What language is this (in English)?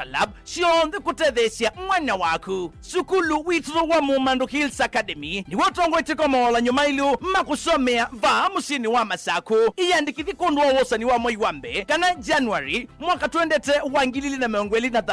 Kamba